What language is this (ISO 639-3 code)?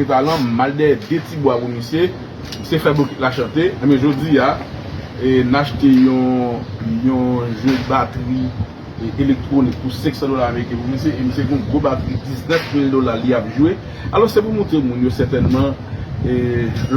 hat